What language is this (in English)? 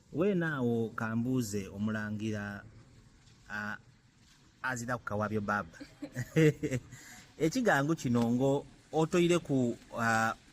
Soga